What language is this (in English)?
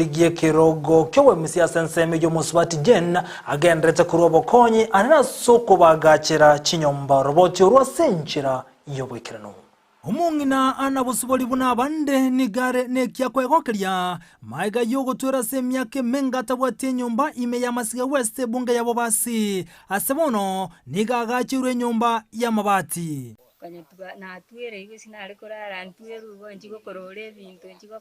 Gusii